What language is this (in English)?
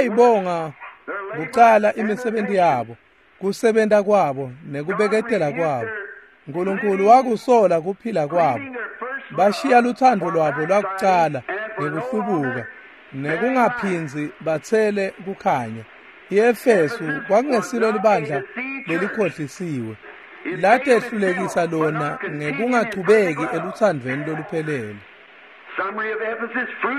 Swati